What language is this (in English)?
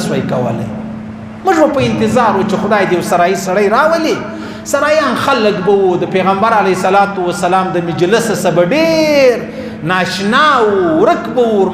Pashto